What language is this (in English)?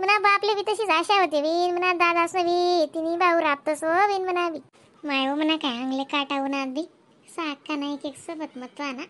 Khandesi